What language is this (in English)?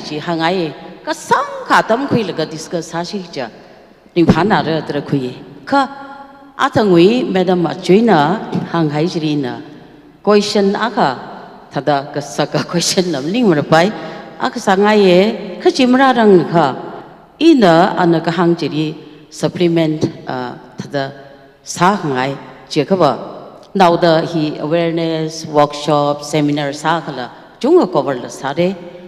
Tangkhul Naga (India)